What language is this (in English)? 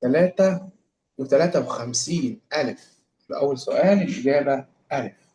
Egyptian Arabic